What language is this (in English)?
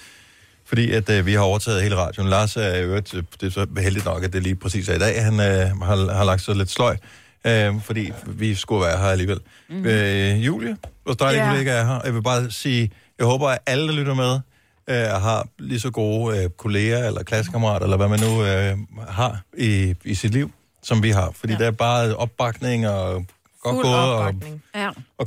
Danish